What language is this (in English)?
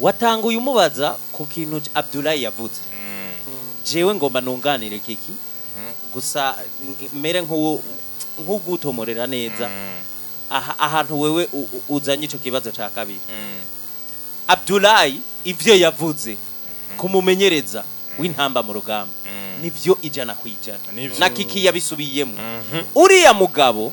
Rundi